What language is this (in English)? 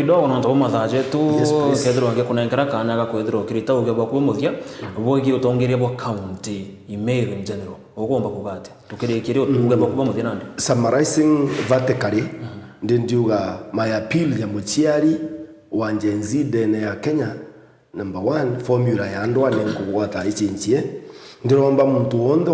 Meru